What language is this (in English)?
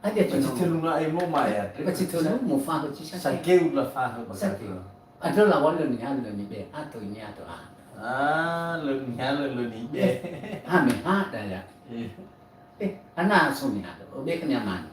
Nias